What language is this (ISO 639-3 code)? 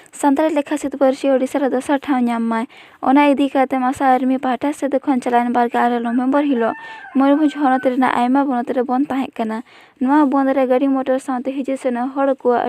sat